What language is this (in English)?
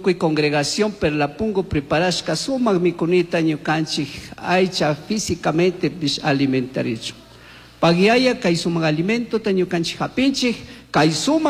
Chimborazo Highland Quichua